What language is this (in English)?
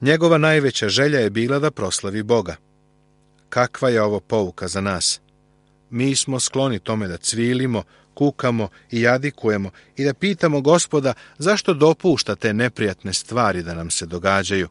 Serbian